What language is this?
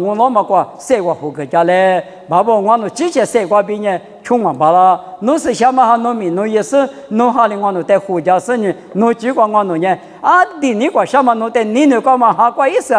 Lisu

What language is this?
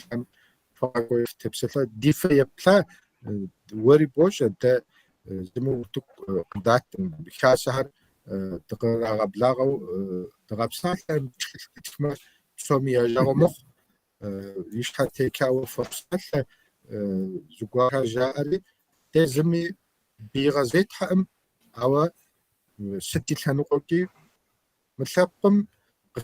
Kabardian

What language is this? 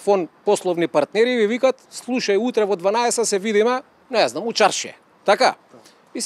Macedonian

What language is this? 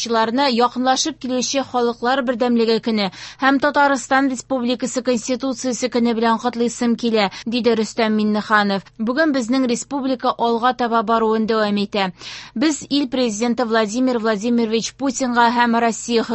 Tatar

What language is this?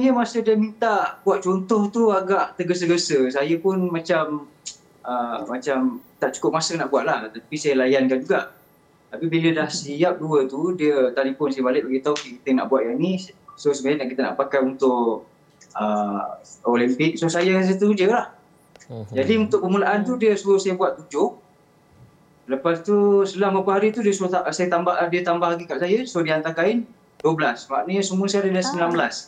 Malay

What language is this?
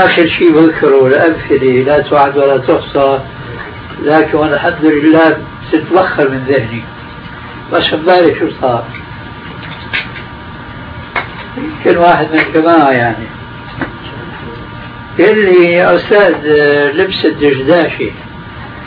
Arabic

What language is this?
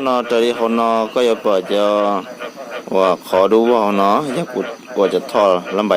Hmong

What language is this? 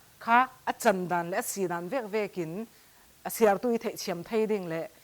Falam Chin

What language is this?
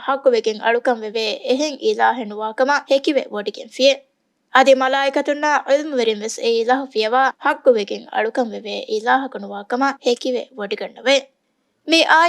Divehi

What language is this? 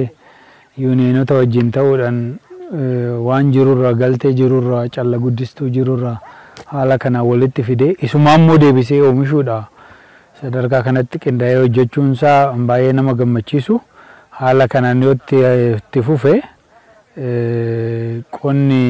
Oromo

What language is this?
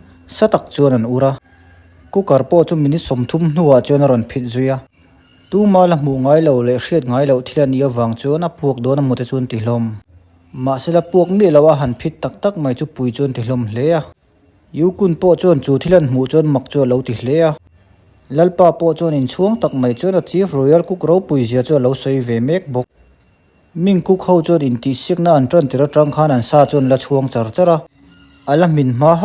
Mizo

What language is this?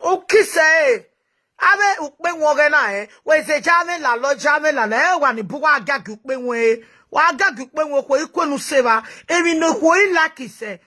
Nigerian Pidgin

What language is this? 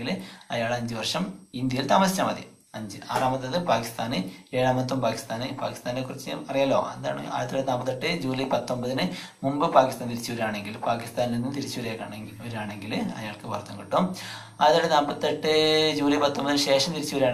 Malayalam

